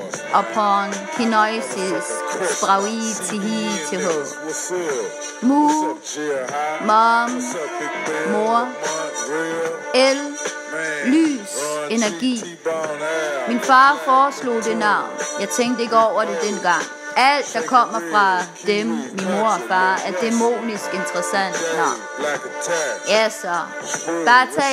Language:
Danish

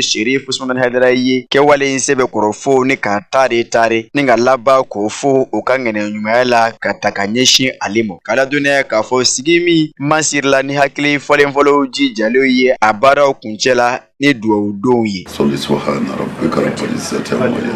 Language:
Bambara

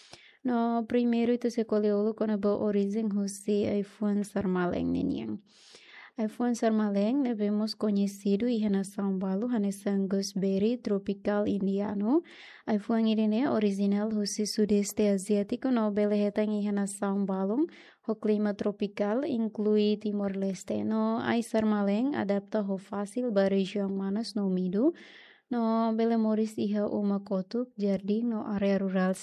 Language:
Tetum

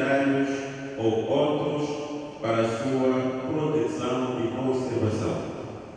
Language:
Portuguese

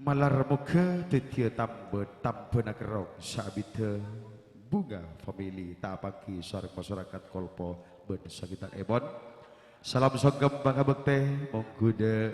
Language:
Madurese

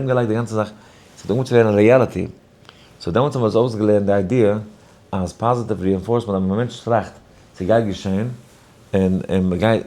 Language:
Yiddish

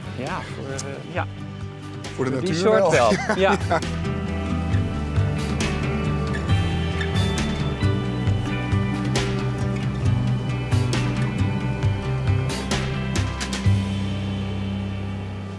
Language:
Dutch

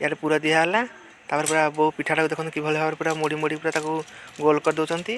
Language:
Odia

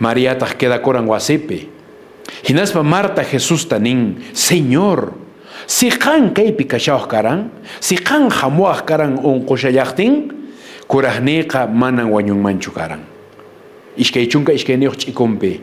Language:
Quechua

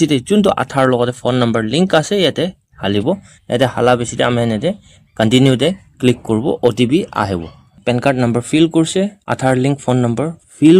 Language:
Naga Pidgin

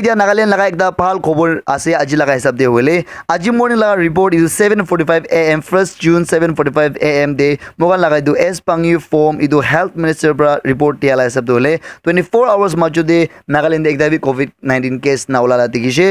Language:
Naga Pidgin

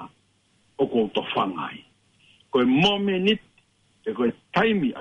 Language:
Tongan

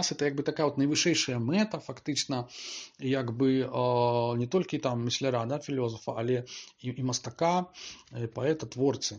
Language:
Belarusian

